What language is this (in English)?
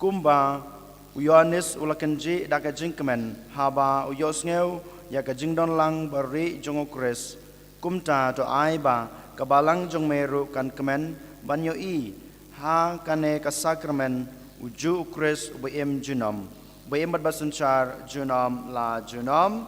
Khasi